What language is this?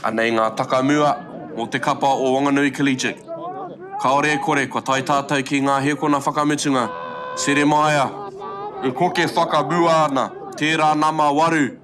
Māori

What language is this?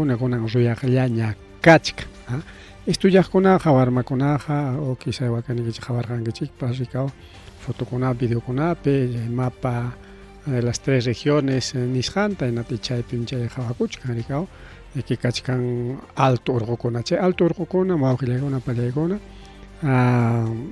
Ayacucho Quechua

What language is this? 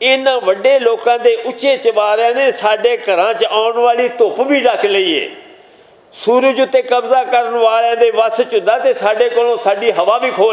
Western Panjabi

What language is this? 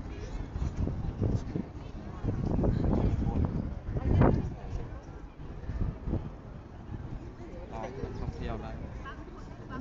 Lao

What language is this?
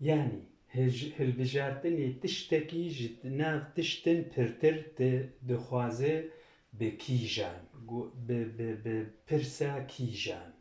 Kurdish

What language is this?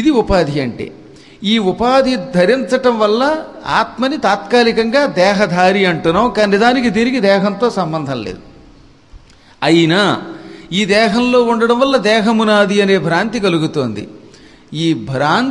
Telugu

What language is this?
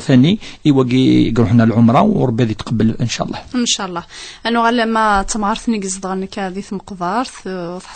Kabyle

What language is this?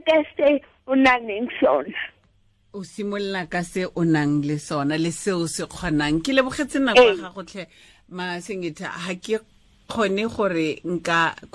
Tswana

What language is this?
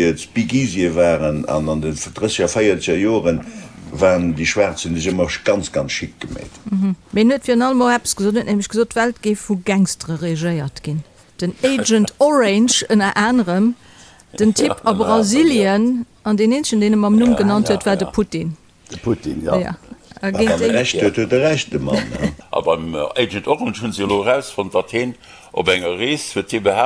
Luxembourgish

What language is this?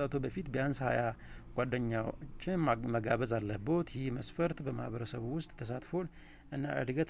Amharic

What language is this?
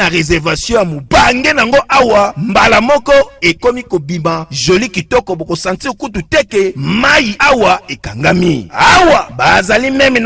Lingala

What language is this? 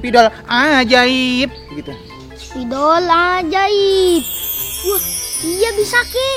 Betawi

